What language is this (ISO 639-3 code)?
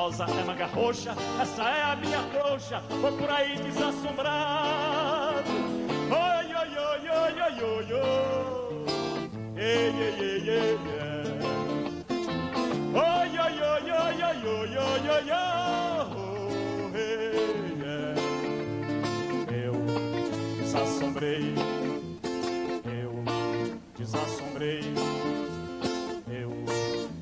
por